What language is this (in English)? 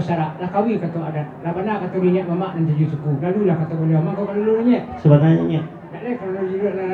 Minangkabau